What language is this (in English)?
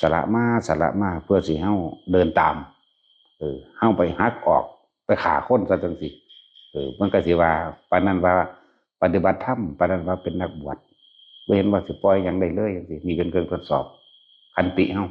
Northeastern Thai